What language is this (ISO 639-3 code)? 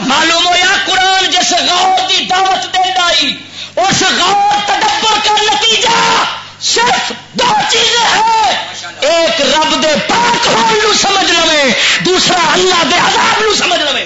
lah